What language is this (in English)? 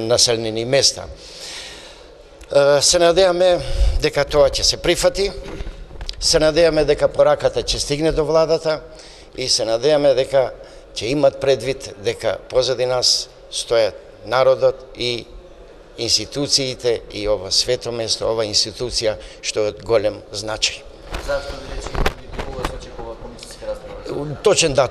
Macedonian